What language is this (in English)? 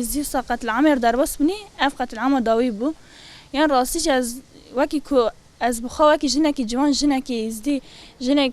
Kurdish